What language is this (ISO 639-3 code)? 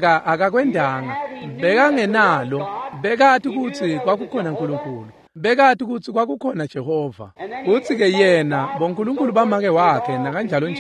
ssw